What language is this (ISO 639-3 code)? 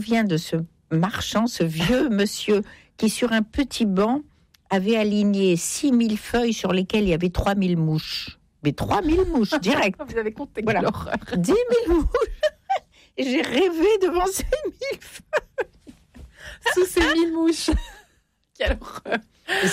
fra